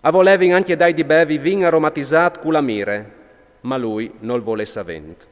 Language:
Friulian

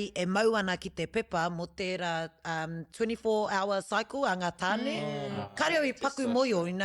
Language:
Māori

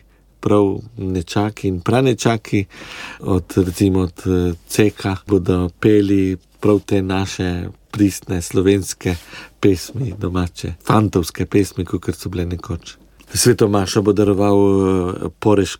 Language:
Slovenian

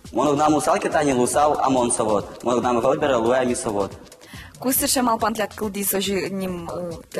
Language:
Udmurt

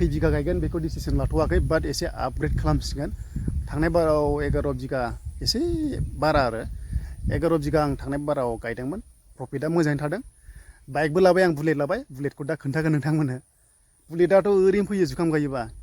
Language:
Bodo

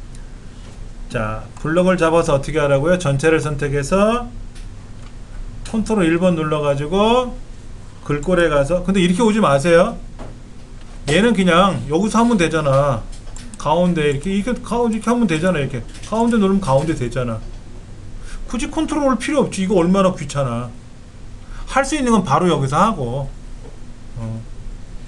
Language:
Korean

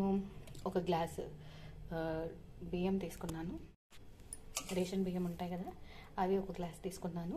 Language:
Telugu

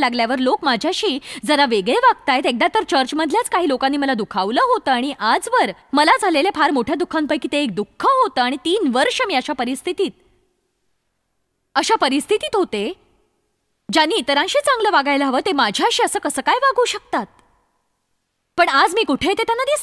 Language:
Marathi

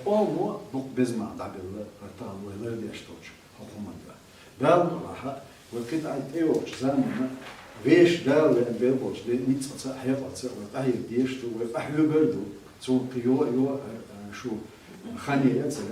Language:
Chechen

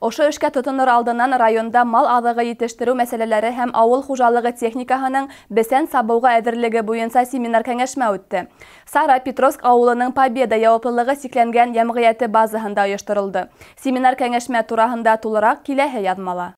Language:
Bashkir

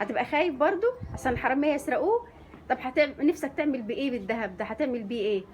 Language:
Egyptian Arabic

